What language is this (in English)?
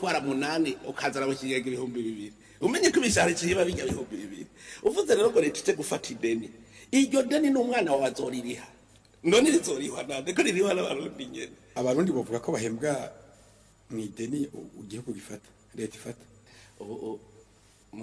Rundi